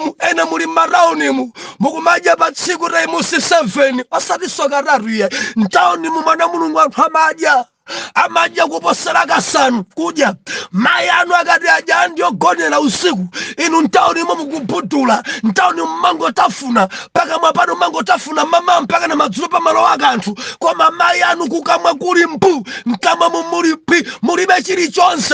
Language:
Nyanja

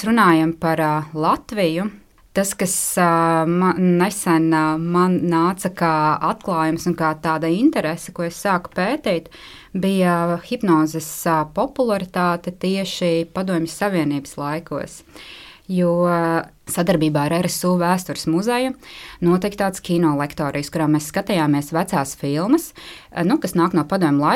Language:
Latvian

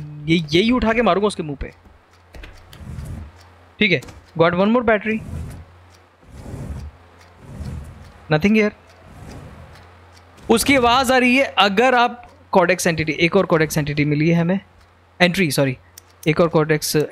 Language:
Hindi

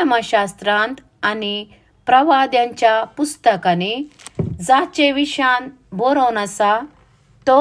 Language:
Konkani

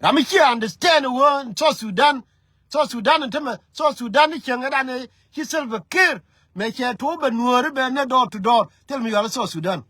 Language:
Nuer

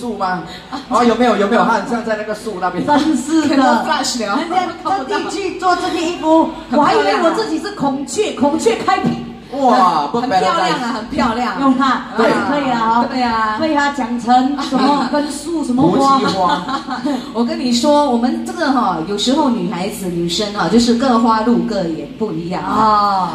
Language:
Chinese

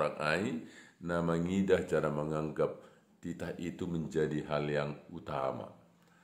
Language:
Batak Simalungun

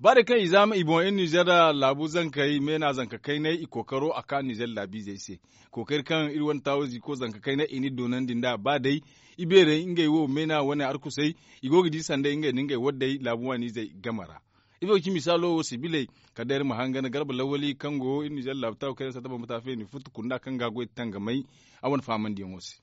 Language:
Zarma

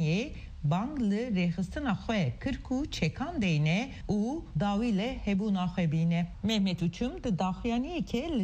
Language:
Kurdish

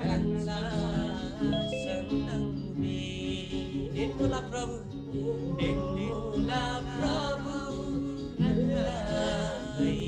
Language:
Eastern Tamang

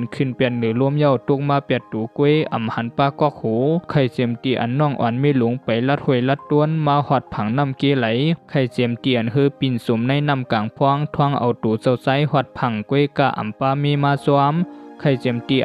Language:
Shan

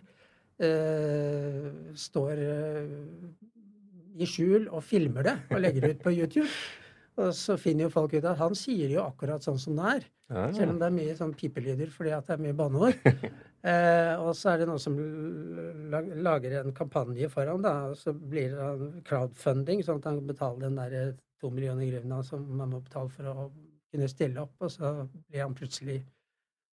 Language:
Norwegian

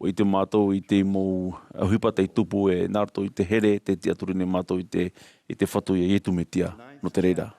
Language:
Tahitian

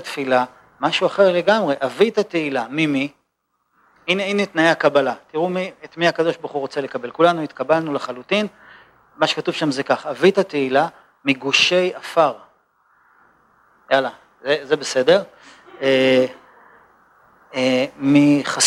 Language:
Hebrew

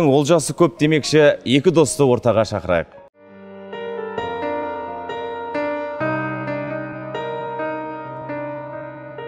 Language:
Kazakh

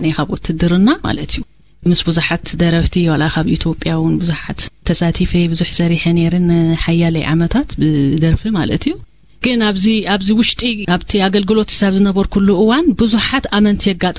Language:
Tigrinya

